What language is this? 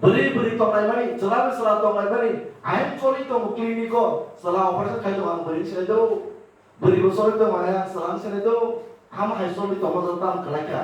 Kok Borok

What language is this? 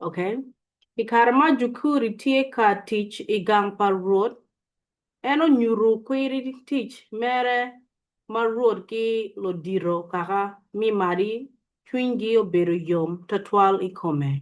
Acoli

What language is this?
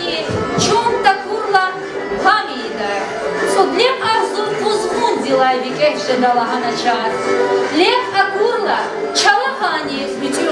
Lezghian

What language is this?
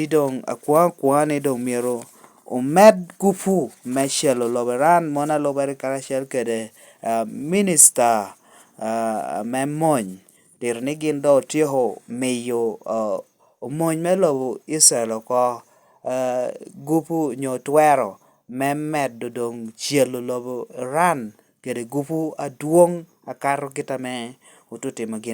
Lango (Uganda)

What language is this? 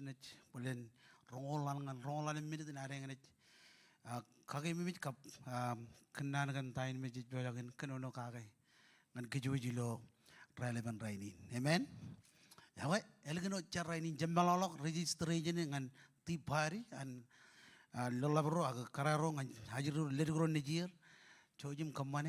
Marshallese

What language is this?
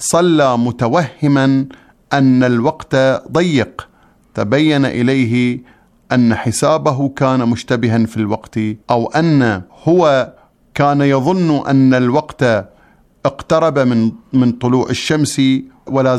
Arabic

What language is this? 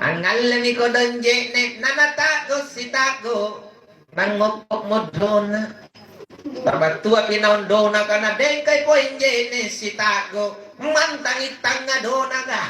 Makasar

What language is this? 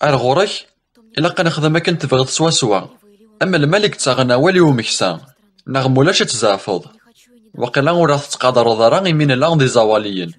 Kabyle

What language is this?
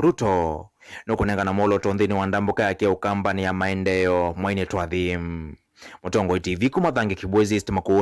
Kamba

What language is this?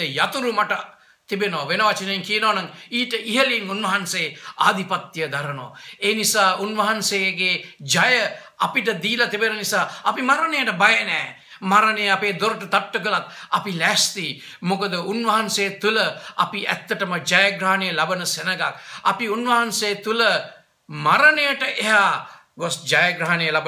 Sinhala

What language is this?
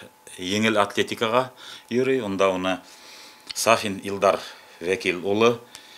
Bashkir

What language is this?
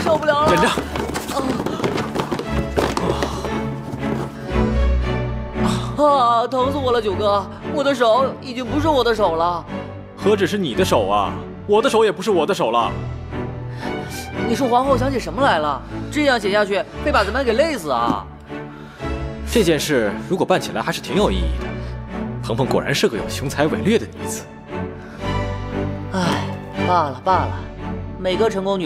Chinese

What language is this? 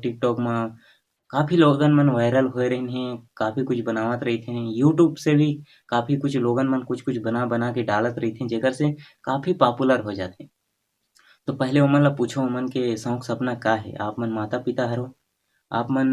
Chhattisgarhi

